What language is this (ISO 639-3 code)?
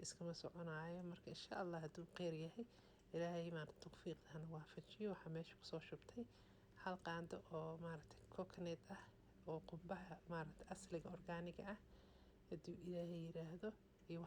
som